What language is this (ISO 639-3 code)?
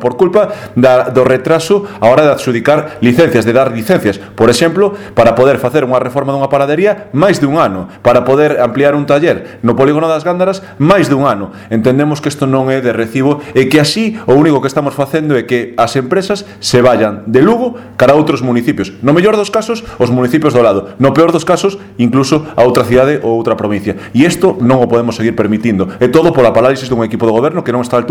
glg